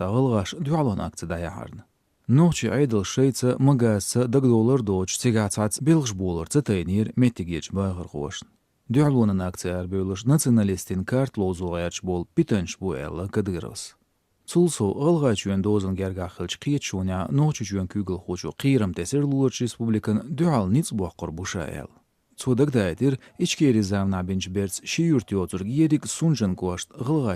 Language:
Chechen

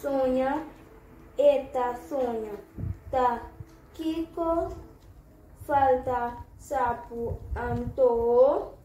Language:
Papiamento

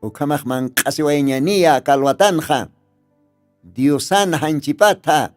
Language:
Aymara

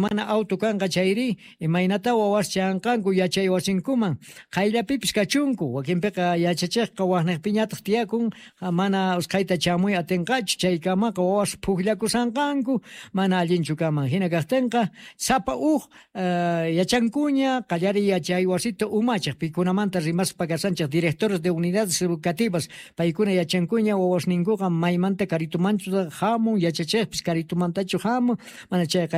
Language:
South Bolivian Quechua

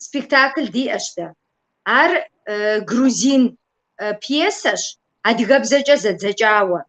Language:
Kabardian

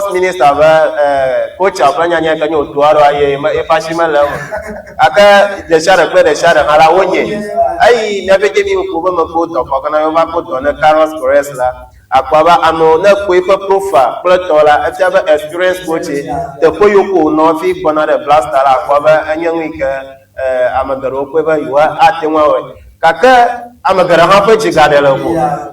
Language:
Ewe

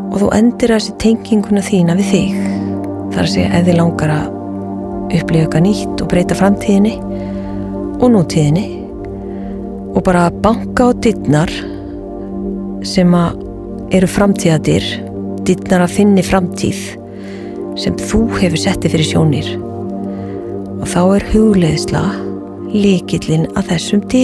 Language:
Icelandic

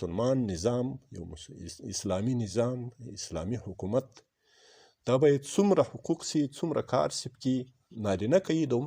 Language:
Pashto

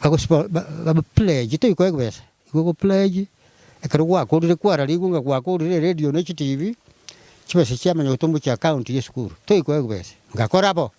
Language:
Gusii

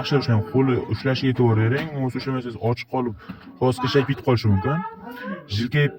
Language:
Uzbek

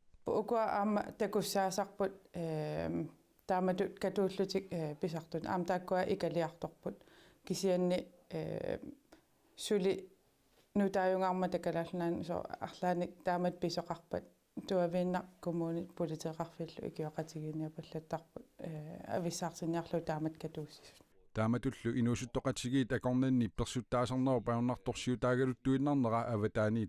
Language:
Kalaallisut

